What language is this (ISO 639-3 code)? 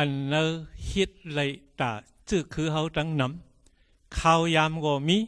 shn